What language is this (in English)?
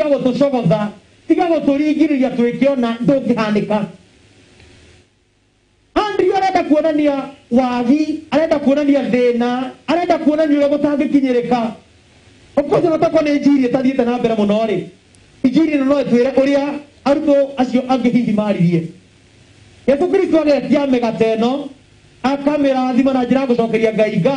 Kikuyu